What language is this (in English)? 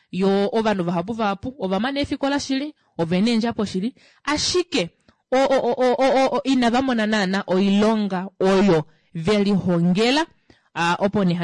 Kuanyama